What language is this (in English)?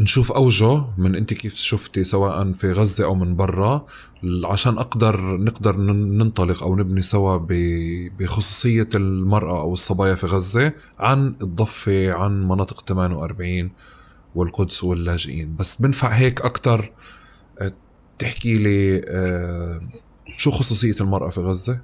North Levantine Arabic